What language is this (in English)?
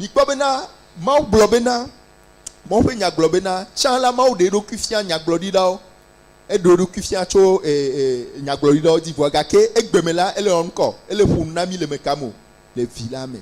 Ewe